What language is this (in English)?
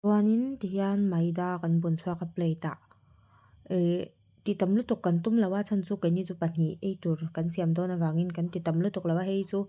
Mizo